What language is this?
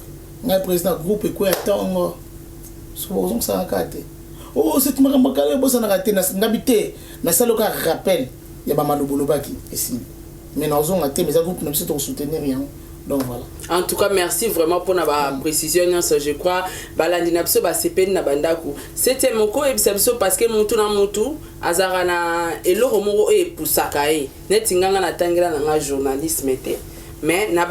Lingala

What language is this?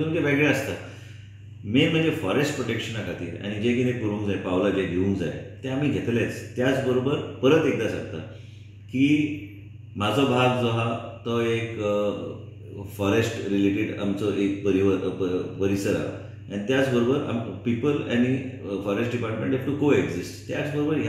Konkani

